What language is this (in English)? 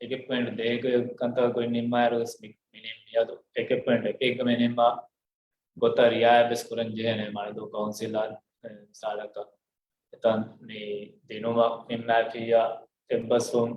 Divehi